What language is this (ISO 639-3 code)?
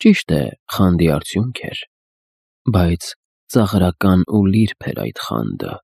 hye